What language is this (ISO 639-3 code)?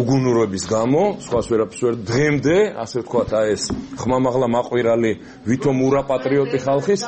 kat